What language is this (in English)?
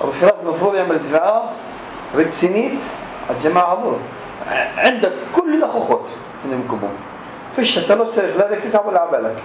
North Levantine Arabic